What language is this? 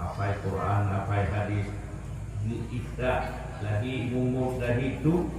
Achinese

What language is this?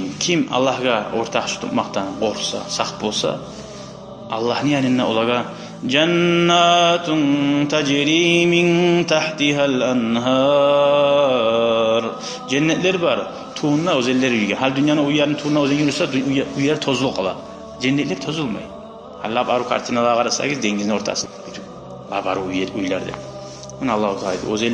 Kumyk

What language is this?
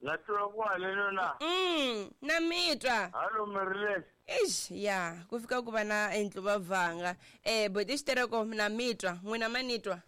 Tsonga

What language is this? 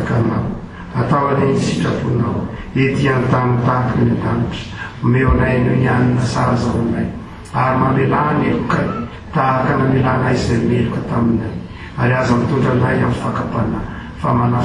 Malagasy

